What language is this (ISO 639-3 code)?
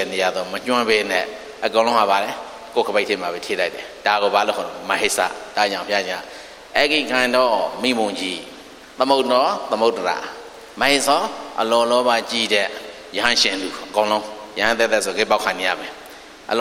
mya